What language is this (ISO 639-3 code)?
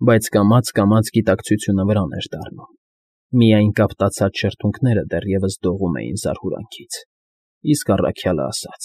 hye